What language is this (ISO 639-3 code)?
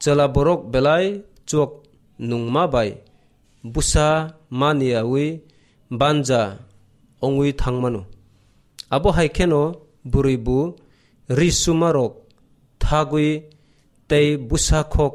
trp